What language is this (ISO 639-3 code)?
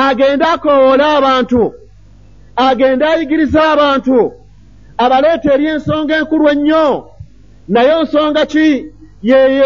lug